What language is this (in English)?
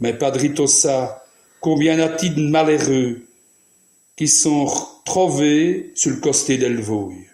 Walloon